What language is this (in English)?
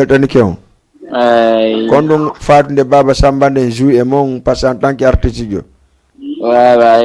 Fula